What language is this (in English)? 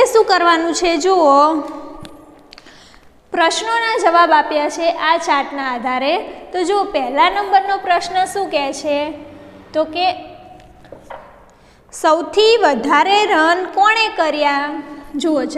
Gujarati